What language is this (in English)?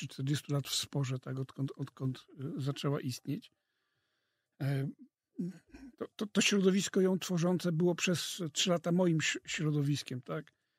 Polish